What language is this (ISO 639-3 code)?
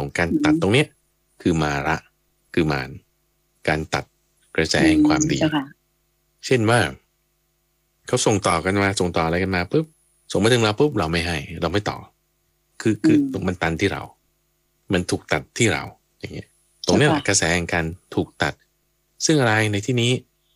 tha